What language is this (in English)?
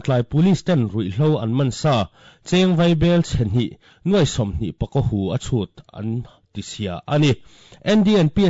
Mizo